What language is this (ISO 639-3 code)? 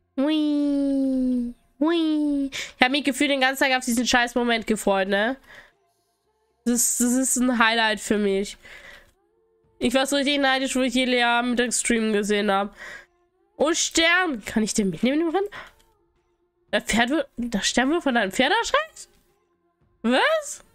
deu